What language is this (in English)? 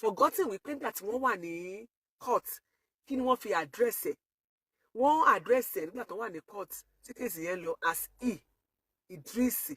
Yoruba